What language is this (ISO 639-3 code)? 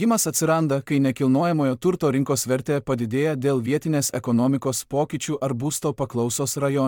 lit